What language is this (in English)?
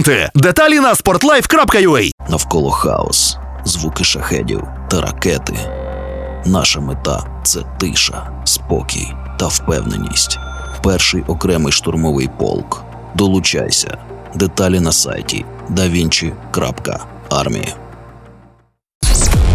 Ukrainian